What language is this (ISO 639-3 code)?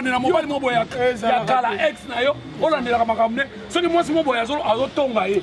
lin